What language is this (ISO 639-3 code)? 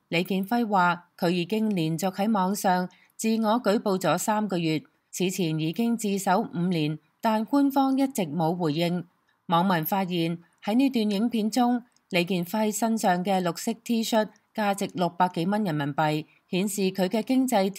yue